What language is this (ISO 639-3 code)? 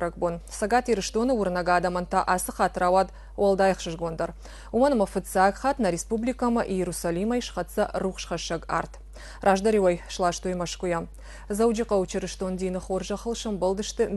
oss